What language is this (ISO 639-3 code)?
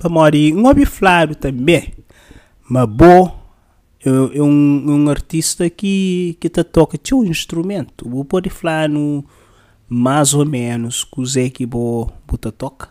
kea